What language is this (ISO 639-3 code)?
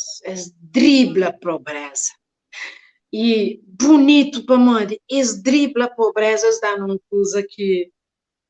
kea